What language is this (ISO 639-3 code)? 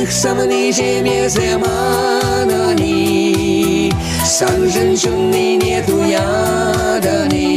chv